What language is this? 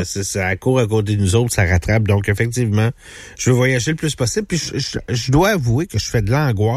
French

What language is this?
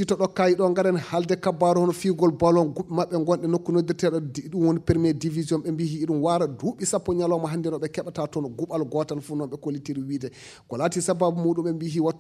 Fula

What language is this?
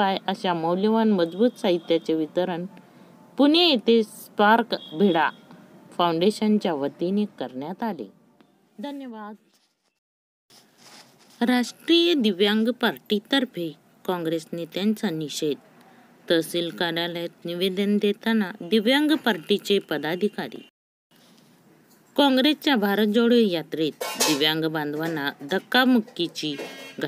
Marathi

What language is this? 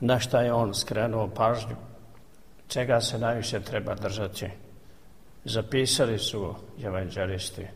Serbian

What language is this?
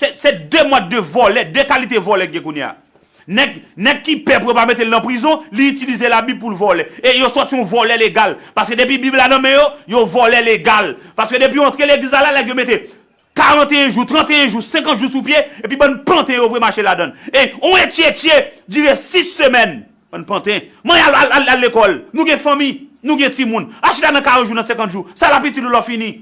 Haitian Creole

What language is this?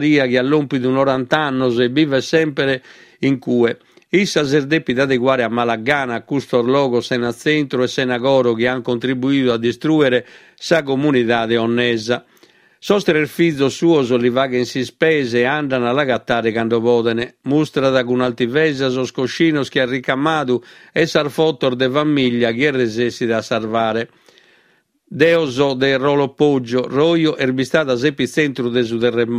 Sardinian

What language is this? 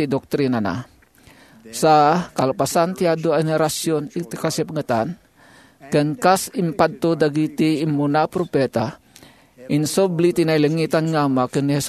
Iloko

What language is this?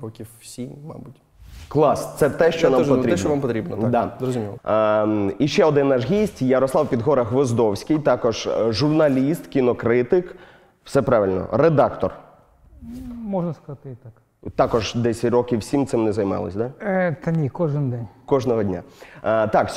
Ukrainian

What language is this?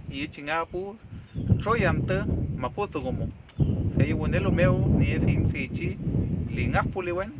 Mapuche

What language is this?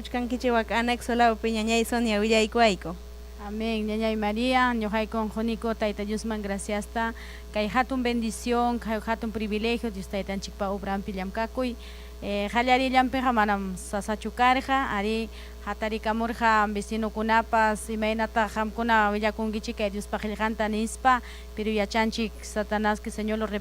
Ayacucho Quechua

